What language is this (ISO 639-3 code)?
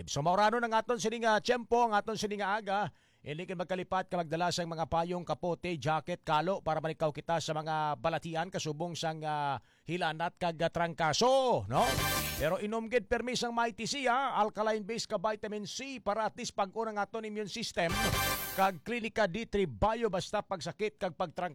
hil